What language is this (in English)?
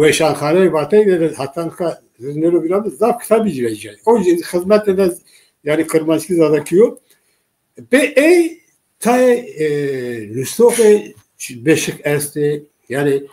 Zaza